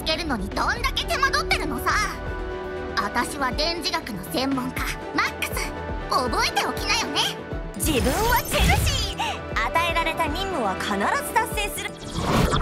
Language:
Japanese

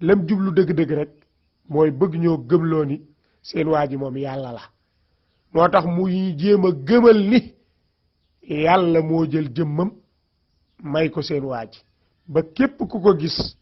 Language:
Wolof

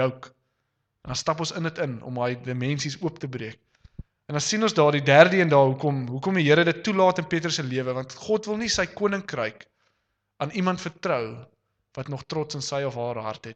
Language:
Afrikaans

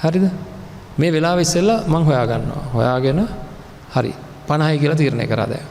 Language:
Sinhala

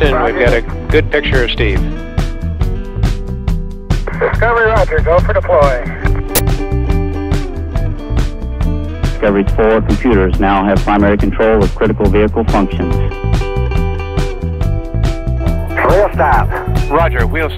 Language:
English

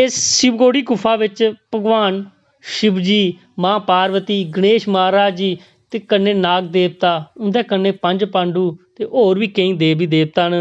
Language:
Dogri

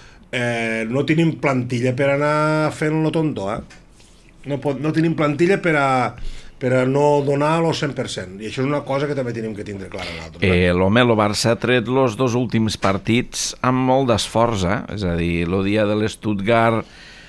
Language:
Catalan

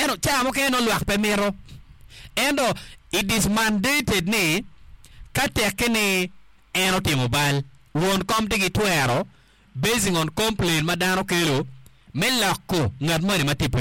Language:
Acoli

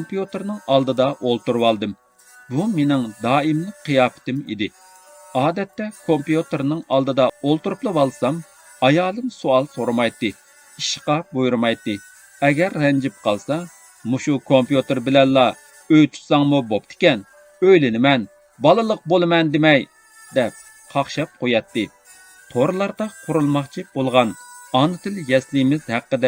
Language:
Uyghur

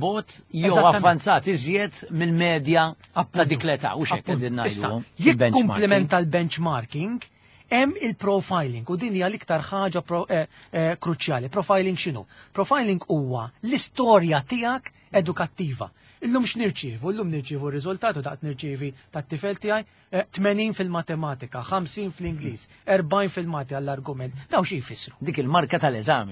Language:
Maltese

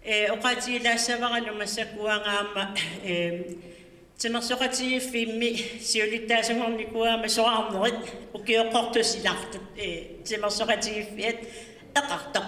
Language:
Kalaallisut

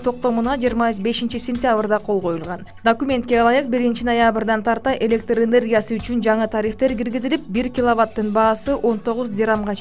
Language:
Kyrgyz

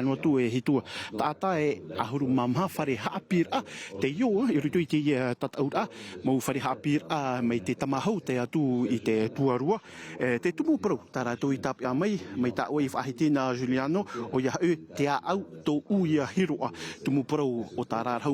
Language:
Tahitian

